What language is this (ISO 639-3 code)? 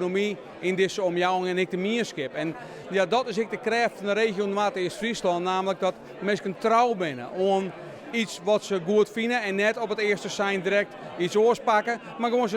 fry